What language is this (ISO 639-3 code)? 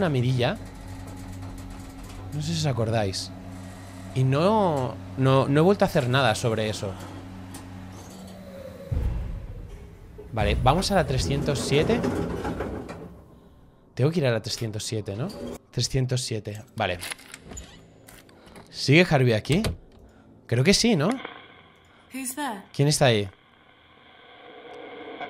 spa